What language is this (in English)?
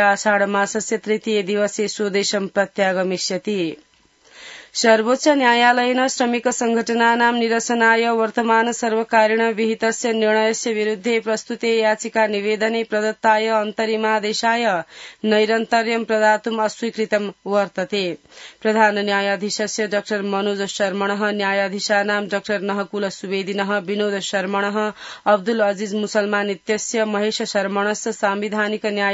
Sanskrit